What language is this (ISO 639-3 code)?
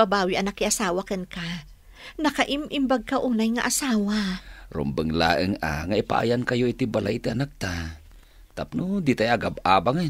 ilo